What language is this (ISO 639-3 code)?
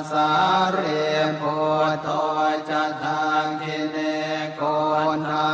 pli